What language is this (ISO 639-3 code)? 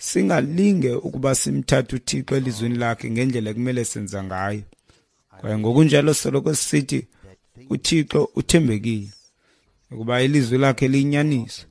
xho